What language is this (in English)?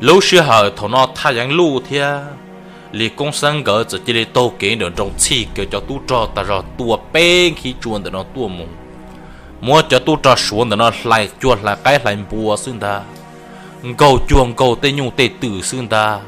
Hmong